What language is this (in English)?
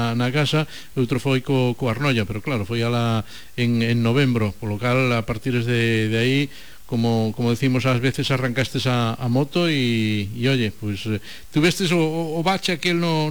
Galician